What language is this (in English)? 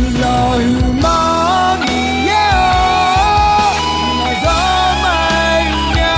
Akha